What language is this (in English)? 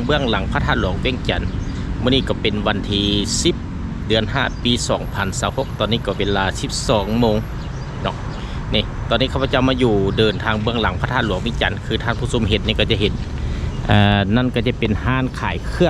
Lao